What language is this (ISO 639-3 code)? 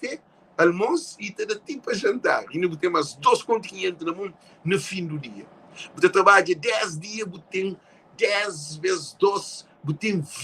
kea